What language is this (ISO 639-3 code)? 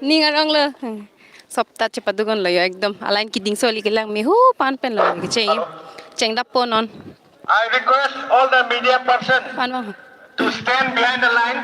mjw